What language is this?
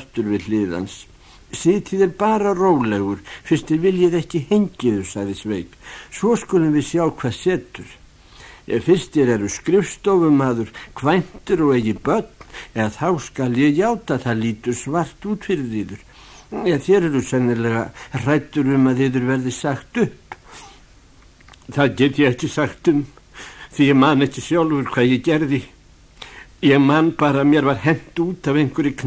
Icelandic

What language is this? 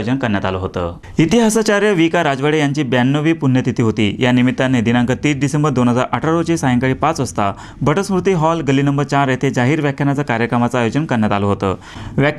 Marathi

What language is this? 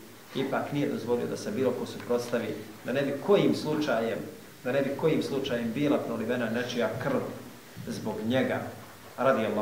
Bosnian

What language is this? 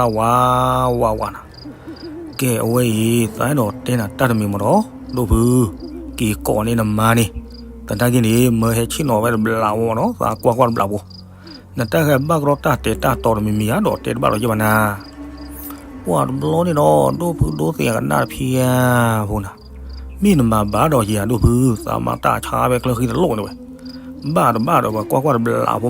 S'gaw Karen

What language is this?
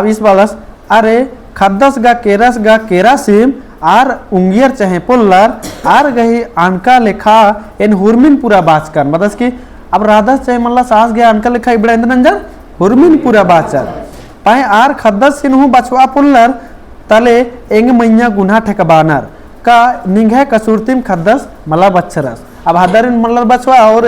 Kurukh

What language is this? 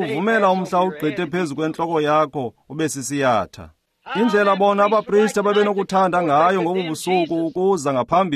Xhosa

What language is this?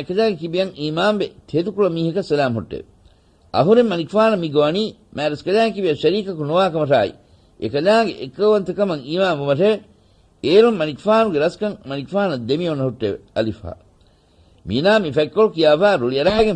Divehi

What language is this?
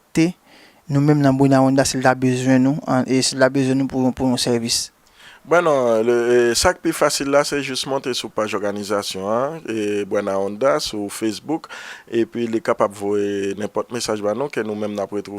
Haitian Creole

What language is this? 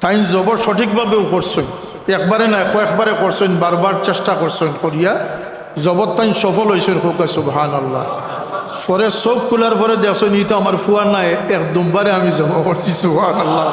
Sylheti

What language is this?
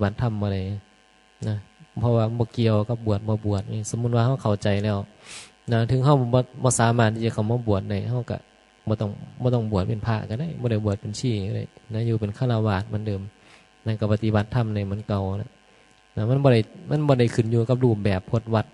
Northeastern Thai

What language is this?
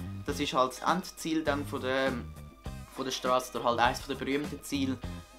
Swiss German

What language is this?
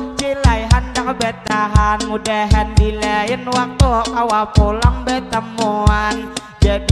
Banjar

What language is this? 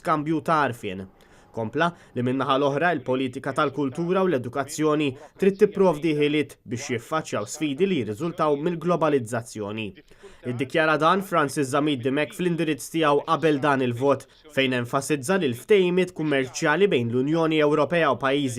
Maltese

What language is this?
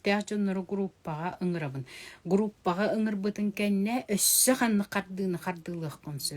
Yakut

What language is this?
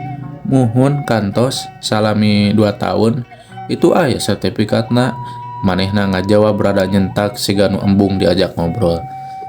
Sundanese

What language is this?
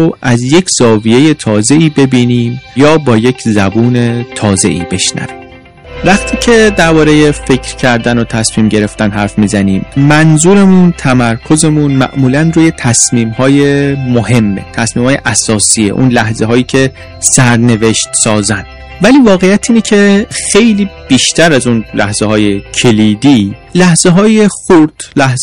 Persian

